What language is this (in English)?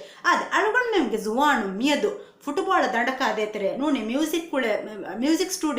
Divehi